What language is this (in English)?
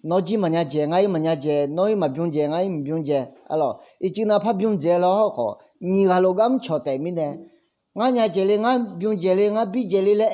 Akha